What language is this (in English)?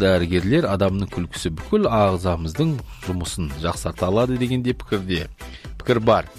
Kazakh